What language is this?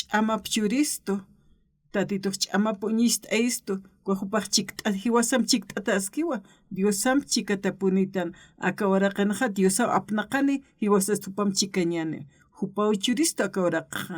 Aymara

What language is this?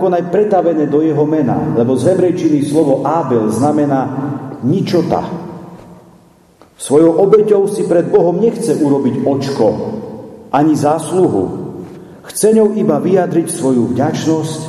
Slovak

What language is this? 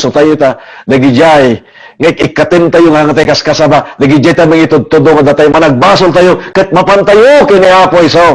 Iloko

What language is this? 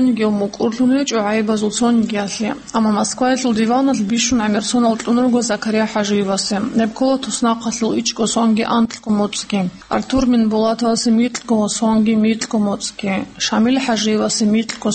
Avaric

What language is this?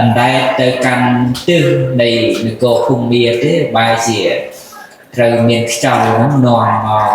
Khmer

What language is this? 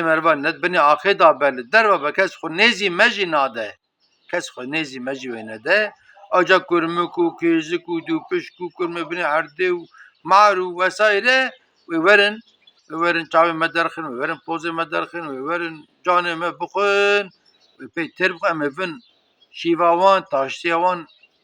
Kurdish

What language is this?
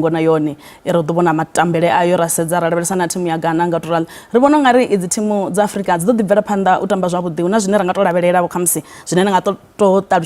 Venda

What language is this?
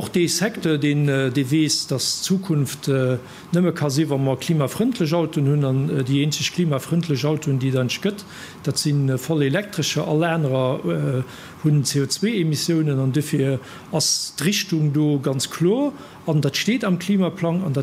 Luxembourgish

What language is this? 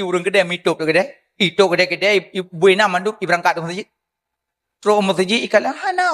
Achinese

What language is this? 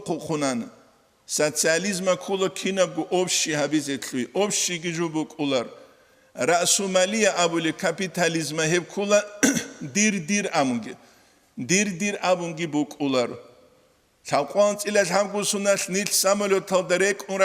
Avaric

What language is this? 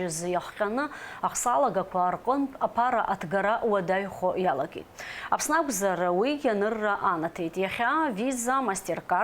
Abkhazian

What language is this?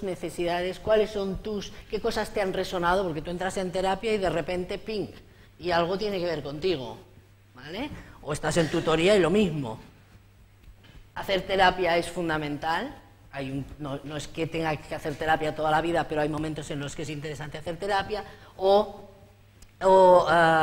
Spanish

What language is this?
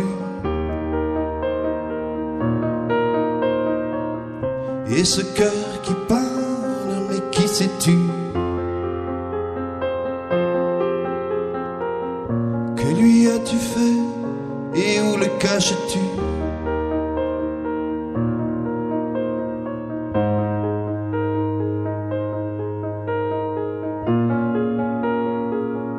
French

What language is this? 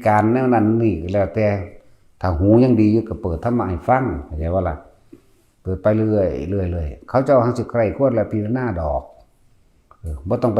Northeastern Thai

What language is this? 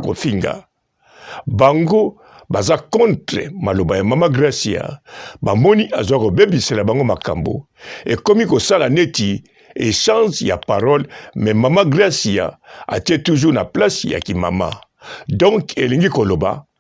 Lingala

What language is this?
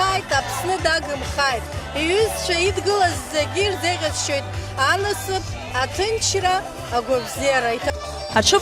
Abkhazian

